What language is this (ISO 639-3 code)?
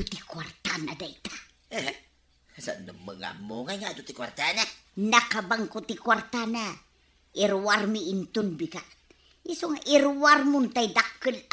ilo